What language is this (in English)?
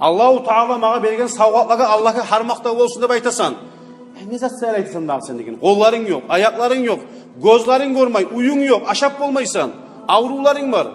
Kumyk